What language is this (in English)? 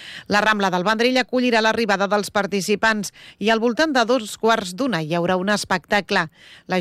Catalan